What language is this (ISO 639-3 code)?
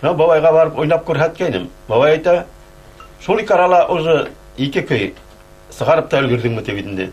bak